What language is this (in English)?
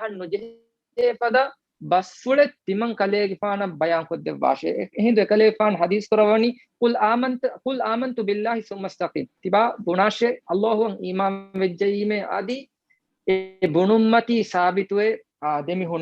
Divehi